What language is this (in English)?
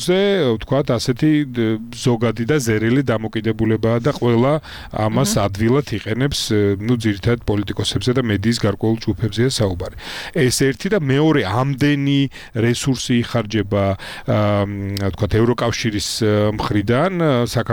Georgian